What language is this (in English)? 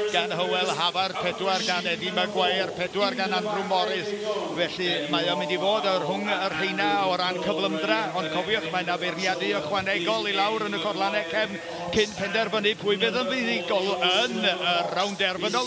Welsh